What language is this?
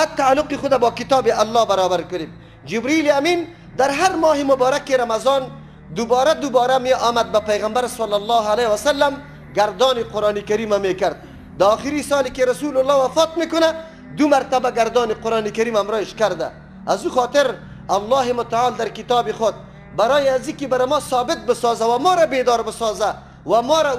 Persian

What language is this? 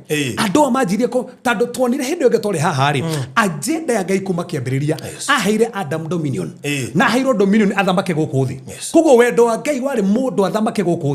Kikuyu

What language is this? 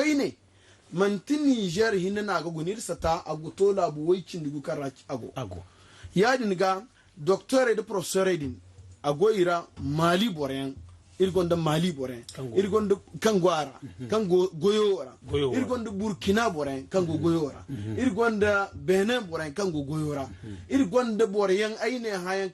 Zarma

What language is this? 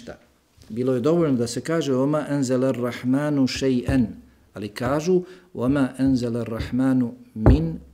Bosnian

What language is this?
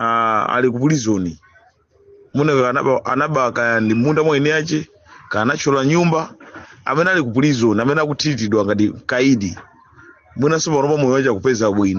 Nyanja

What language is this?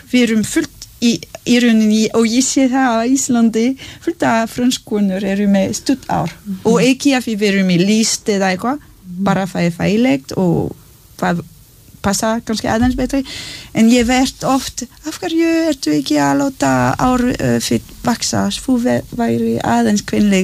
Icelandic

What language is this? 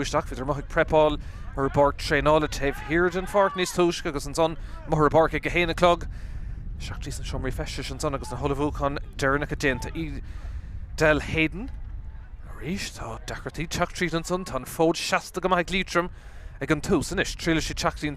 Irish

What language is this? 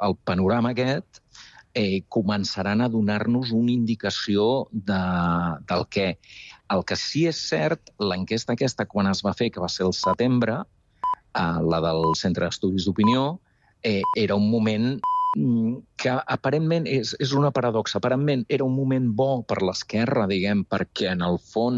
Catalan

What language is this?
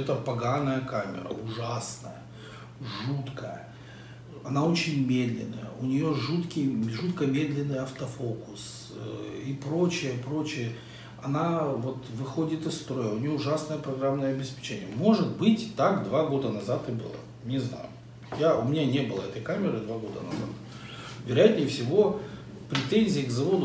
Russian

